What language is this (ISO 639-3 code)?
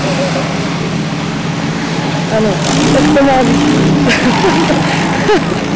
ces